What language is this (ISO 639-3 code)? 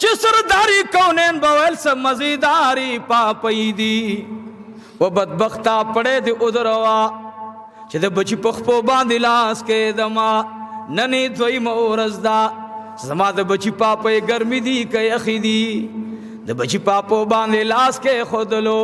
pus